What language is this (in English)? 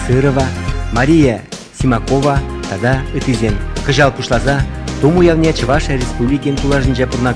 Chuvash